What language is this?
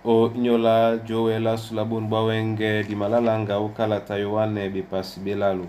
Duala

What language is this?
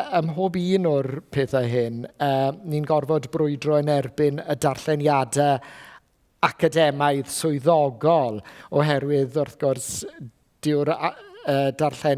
Welsh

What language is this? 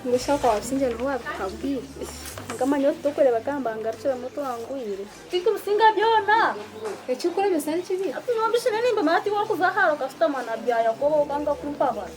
Nyankole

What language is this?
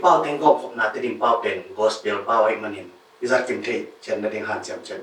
Tedim Chin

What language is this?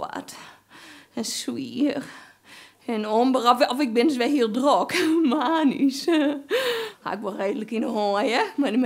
Western Frisian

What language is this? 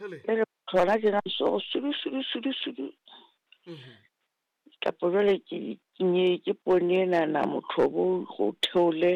Southern Sotho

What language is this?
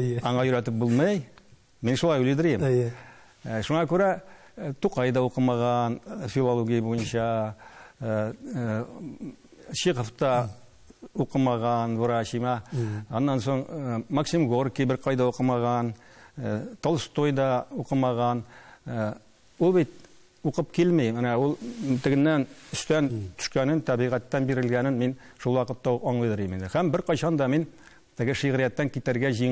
Tatar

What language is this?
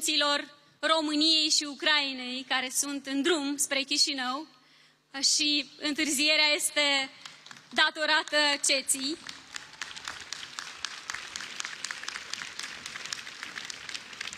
Romanian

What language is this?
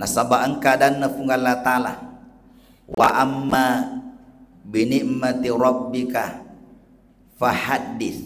Buginese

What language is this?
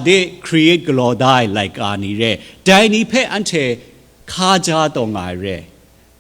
Kachin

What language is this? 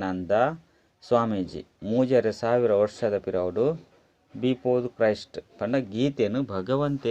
Tulu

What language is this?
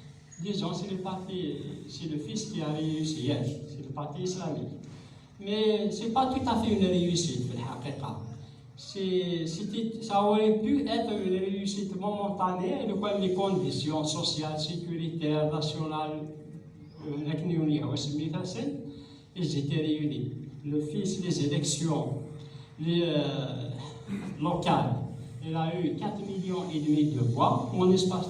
Kabyle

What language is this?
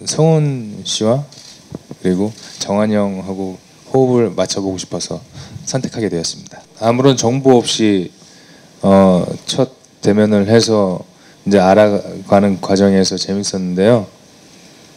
Korean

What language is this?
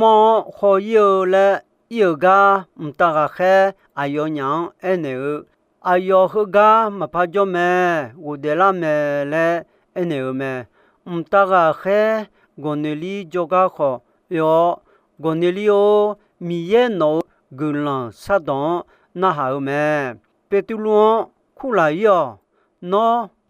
Akha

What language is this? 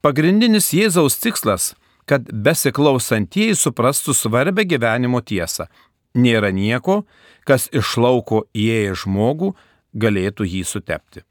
Lithuanian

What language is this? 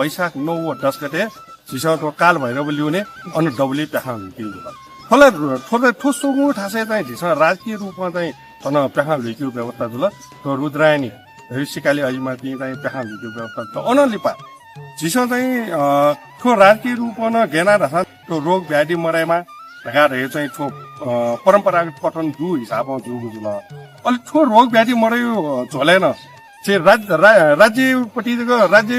Newari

